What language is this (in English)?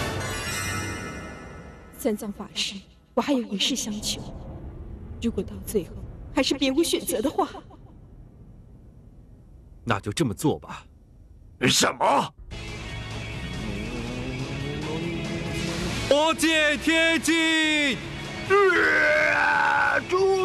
Chinese